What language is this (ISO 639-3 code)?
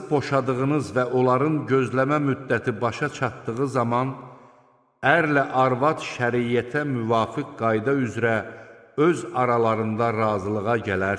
aze